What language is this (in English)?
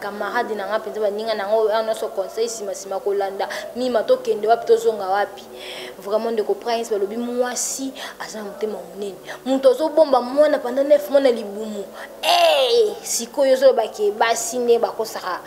Lingala